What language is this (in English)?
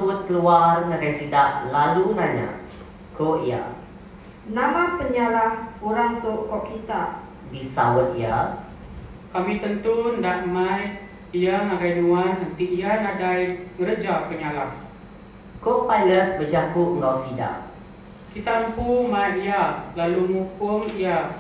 Iban